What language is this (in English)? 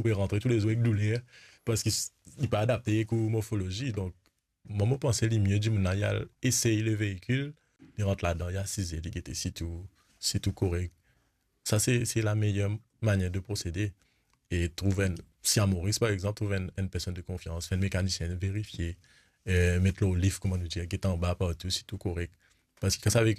Morisyen